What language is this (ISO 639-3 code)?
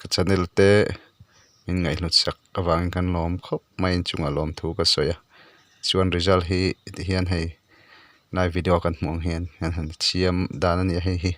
lus